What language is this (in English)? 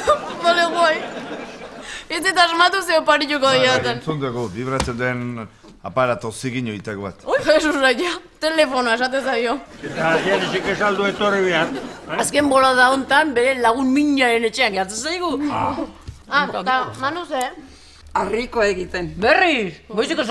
Basque